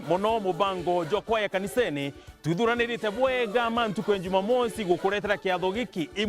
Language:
Meru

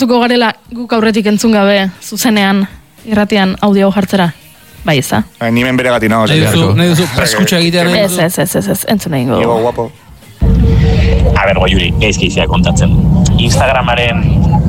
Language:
Basque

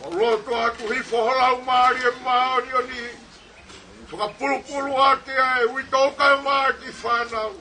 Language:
Tongan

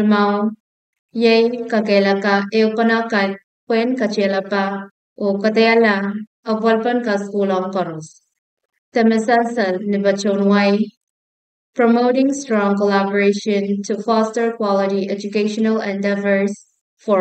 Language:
Pohnpeian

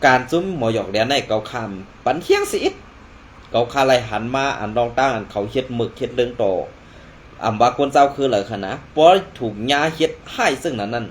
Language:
Shan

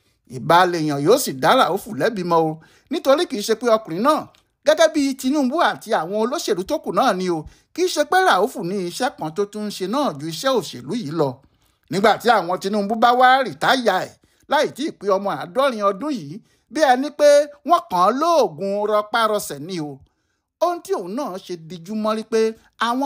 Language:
Yoruba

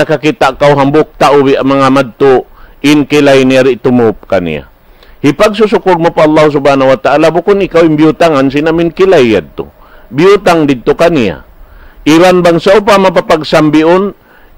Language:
Tausug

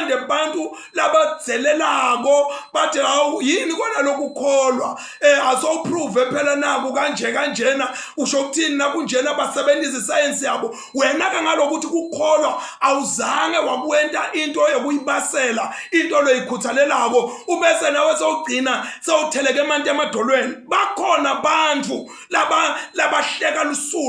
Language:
Zulu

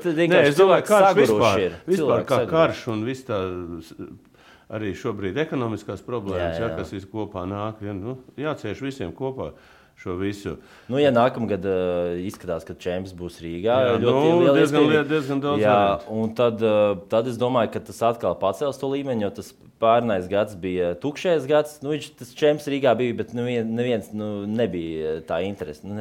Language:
Latvian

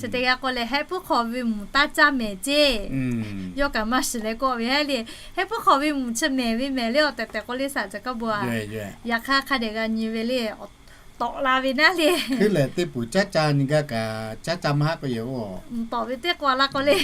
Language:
Lahu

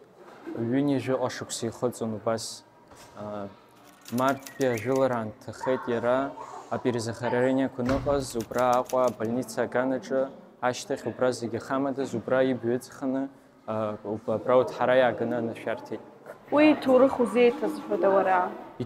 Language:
Abkhazian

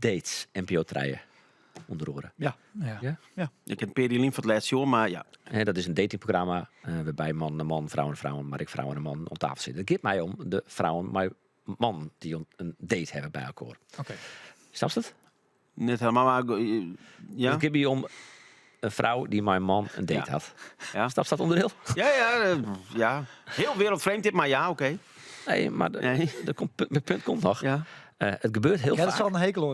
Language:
Western Frisian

